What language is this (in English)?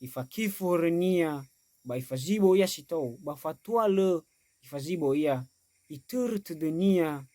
Nias